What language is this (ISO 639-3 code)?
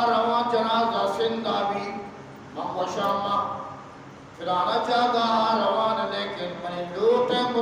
bgp